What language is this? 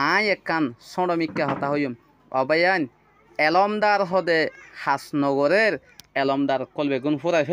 Rohingya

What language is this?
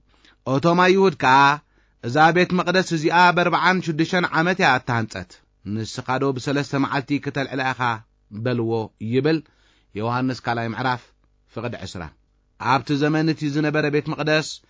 Tigrinya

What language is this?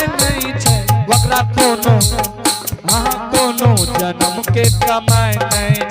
Angika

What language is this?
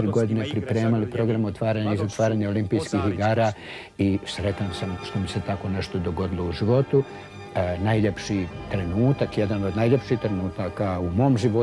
Bosnian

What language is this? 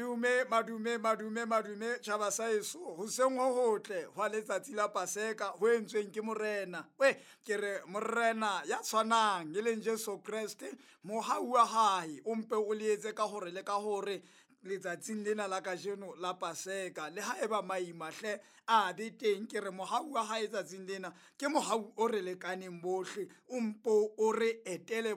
Southern Sotho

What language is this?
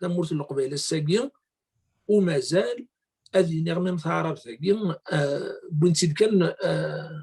Kabyle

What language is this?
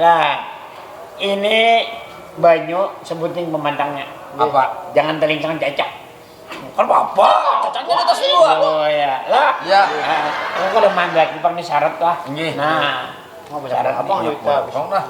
Banjar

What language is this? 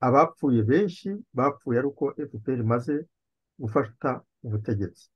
Kinyarwanda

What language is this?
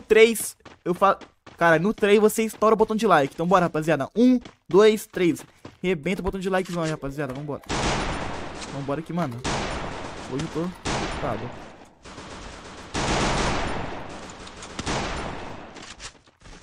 Portuguese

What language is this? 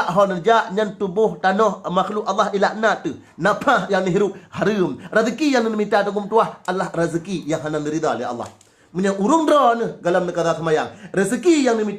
Achinese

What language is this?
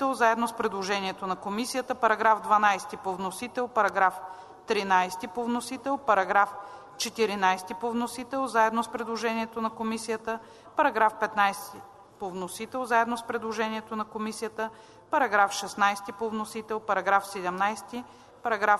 Bulgarian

